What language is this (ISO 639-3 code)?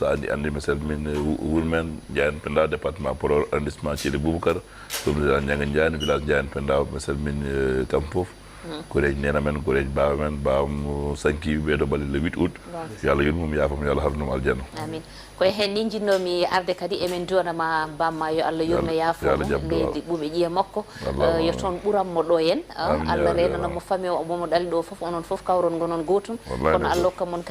ful